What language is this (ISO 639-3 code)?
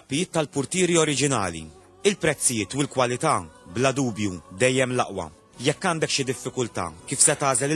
mlt